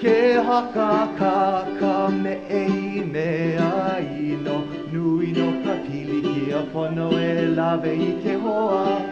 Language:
Hawaiian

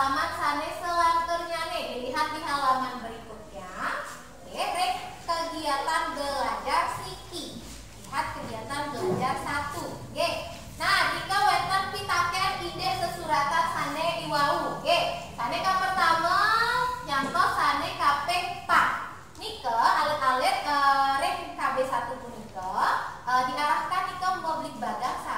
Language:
Balinese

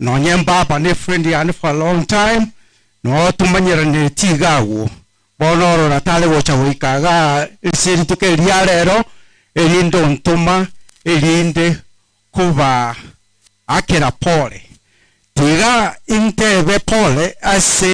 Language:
Gusii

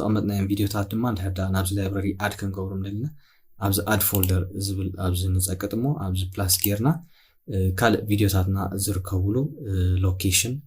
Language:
Tigrinya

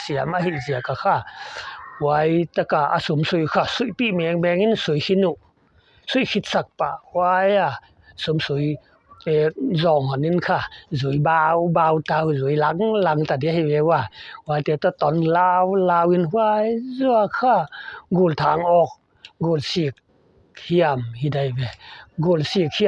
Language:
Paite Chin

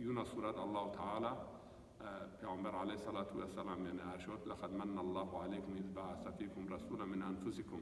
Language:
Zaza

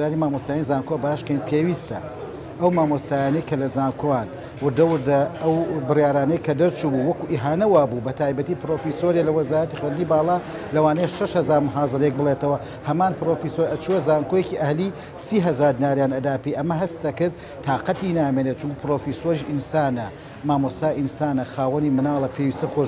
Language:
Central Kurdish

